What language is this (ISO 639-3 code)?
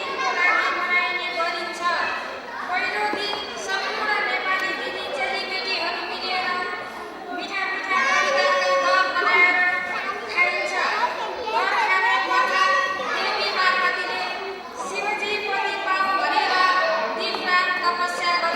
nep